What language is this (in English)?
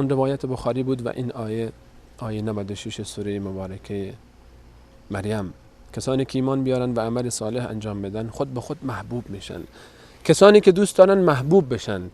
Persian